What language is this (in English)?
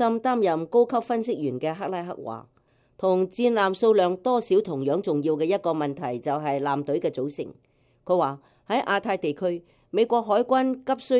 Cantonese